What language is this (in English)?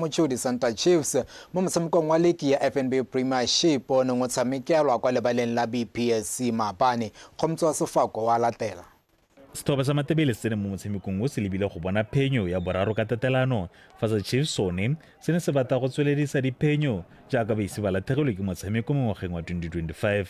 Tswana